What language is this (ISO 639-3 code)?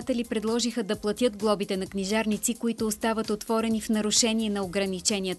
bul